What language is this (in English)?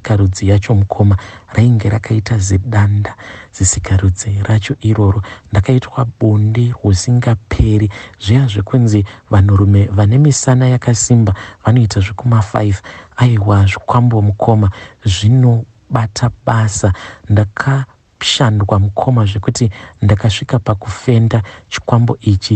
Shona